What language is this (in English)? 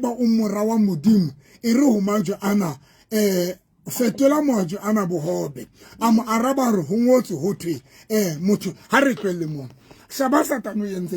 Southern Sotho